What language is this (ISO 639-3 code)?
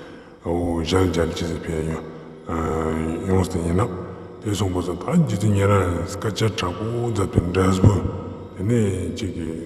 lbj